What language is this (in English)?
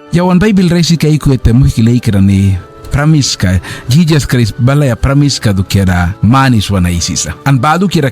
Mískito